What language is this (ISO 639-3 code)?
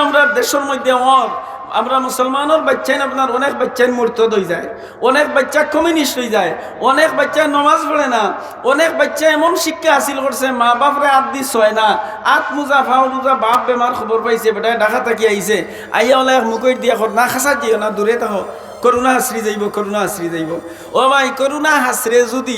syl